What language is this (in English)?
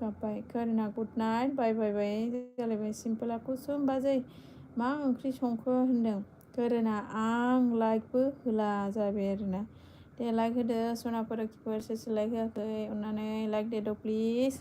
Bodo